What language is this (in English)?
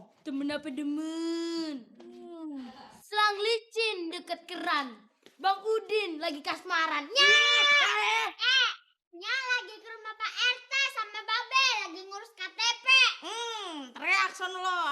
Betawi